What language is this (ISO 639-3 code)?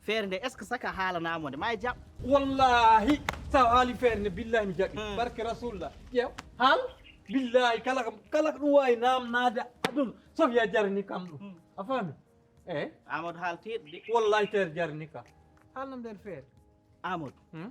ful